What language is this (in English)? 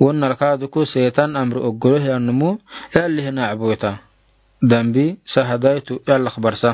Afar